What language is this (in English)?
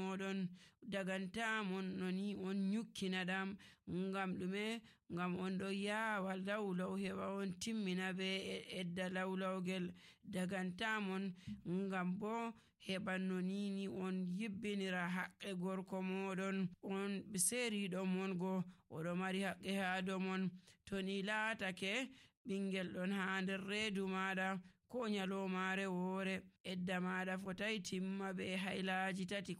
Nigerian Fulfulde